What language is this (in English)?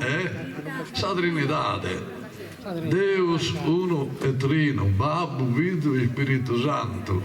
Sardinian